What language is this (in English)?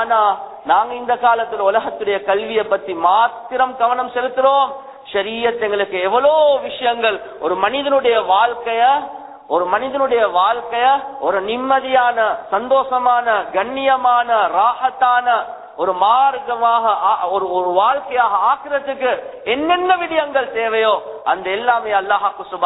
Tamil